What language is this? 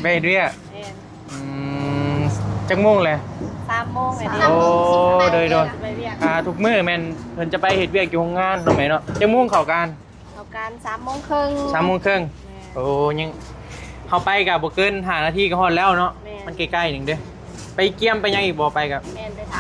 Northeastern Thai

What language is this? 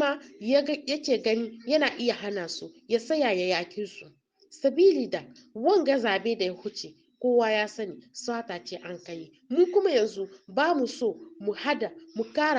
Hausa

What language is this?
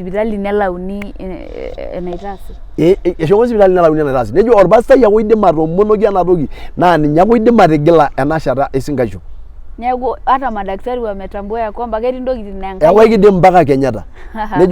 Masai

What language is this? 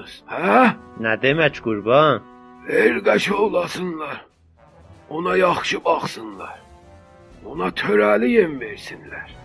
South Azerbaijani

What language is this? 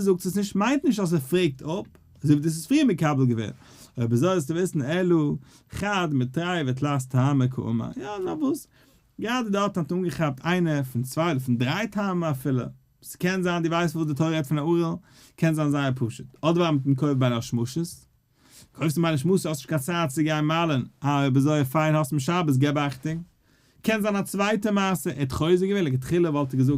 Yiddish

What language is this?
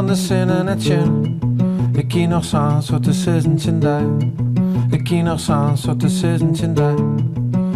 Western Frisian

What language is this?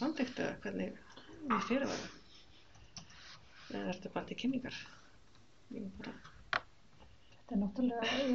Icelandic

